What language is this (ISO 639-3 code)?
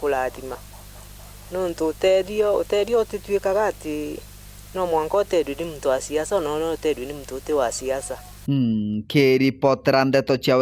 mer